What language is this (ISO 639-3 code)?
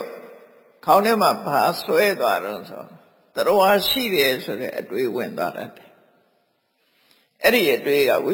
mya